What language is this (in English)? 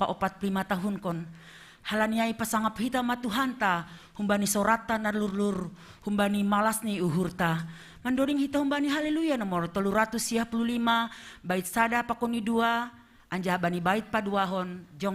Batak Simalungun